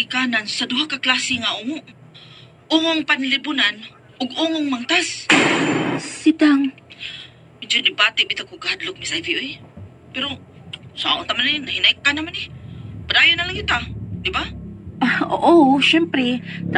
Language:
Cebuano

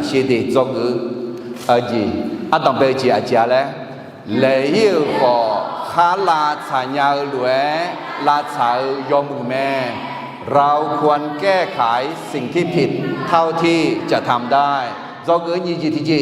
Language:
Akha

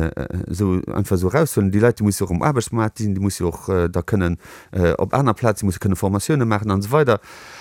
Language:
Luxembourgish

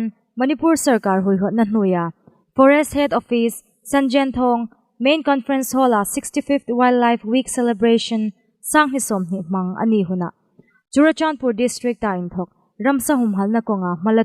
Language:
Hmar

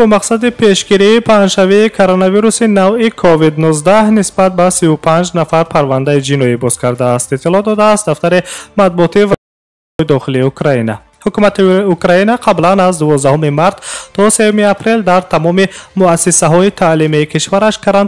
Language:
Tajik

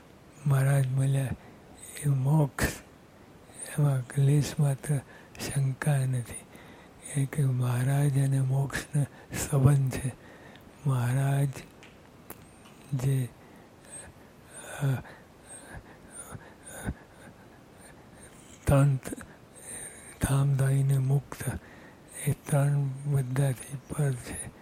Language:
Gujarati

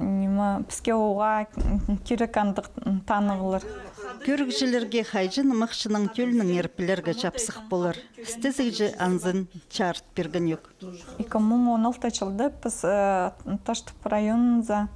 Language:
Khakas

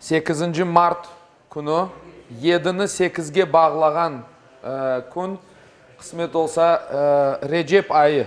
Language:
Crimean Tatar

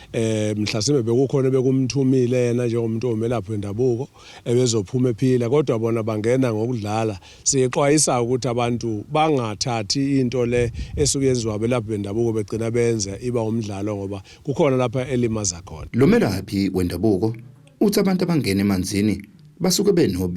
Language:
Zulu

